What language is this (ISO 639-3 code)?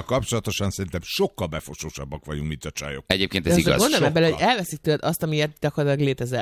hun